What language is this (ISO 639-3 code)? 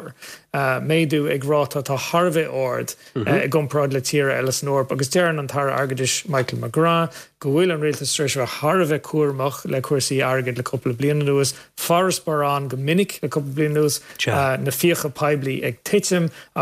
gle